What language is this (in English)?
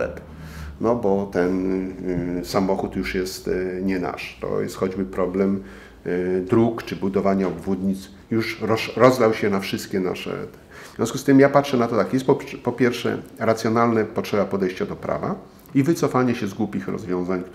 Polish